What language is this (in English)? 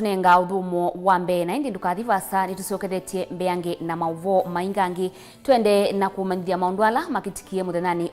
Kamba